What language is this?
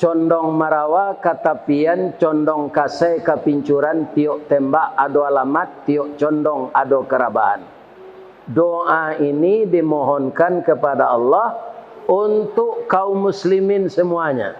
Minangkabau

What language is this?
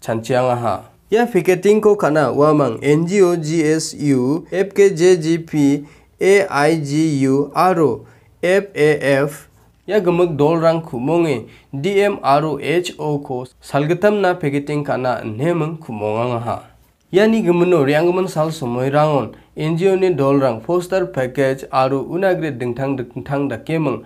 Garo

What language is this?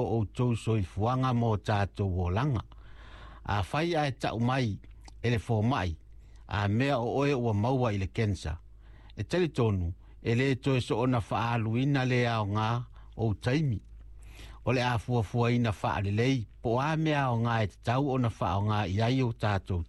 Samoan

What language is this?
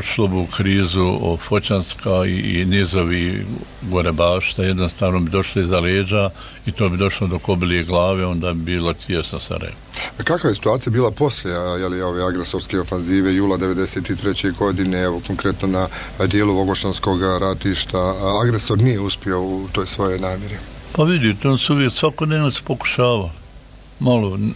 Bosnian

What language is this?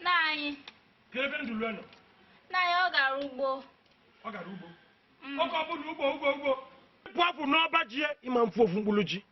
Igbo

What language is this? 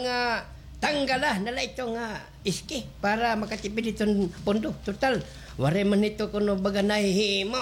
Waray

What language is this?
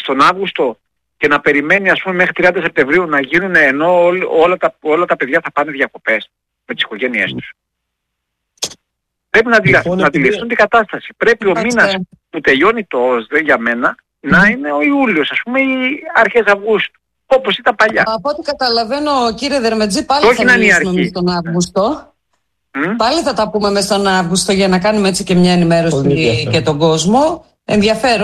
Greek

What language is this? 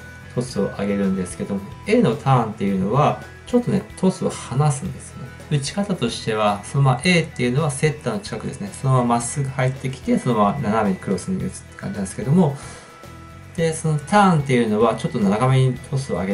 Japanese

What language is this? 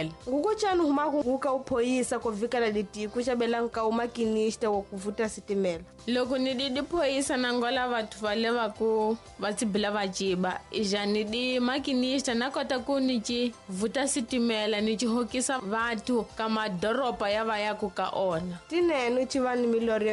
Tsonga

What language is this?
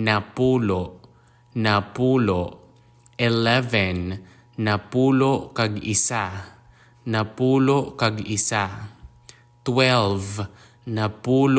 Hiligaynon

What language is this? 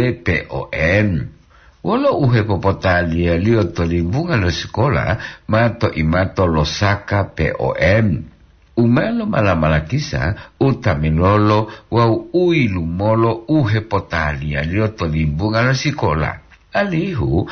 Gorontalo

